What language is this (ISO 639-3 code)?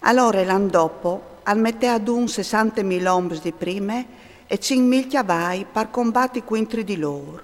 fur